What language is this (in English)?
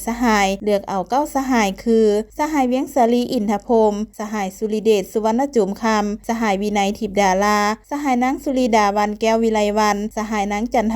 Lao